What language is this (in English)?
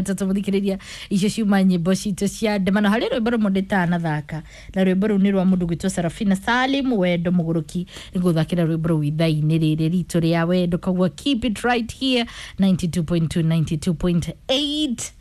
Kikuyu